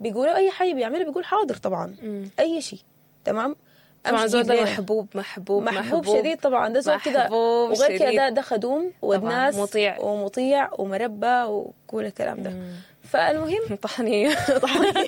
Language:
Sudanese Arabic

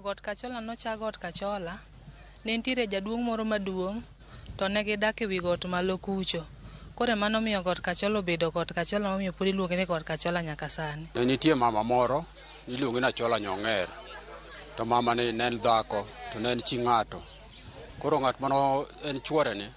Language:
Luo (Kenya and Tanzania)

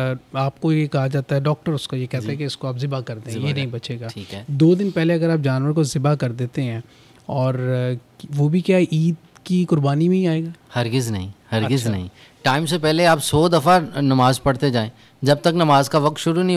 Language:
Urdu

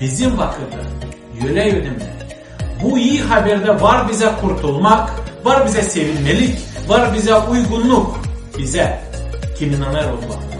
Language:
Gagauz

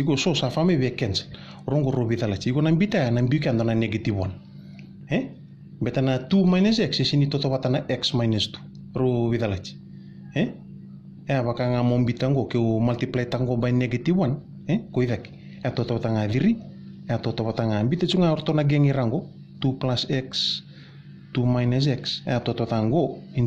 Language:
Fijian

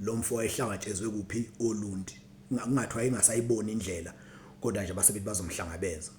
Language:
Zulu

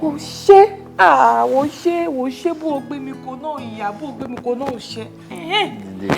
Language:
Yoruba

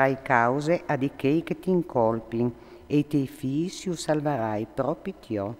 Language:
Friulian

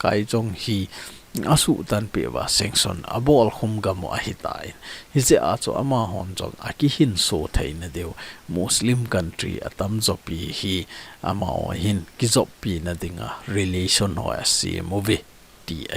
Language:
Thado Chin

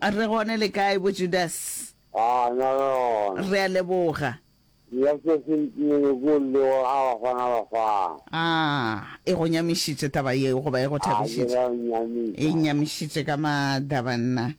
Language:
Northern Sotho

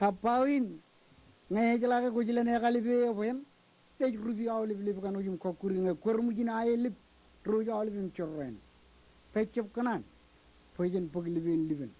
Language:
Marshallese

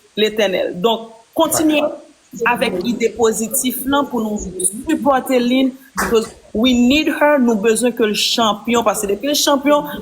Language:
Haitian Creole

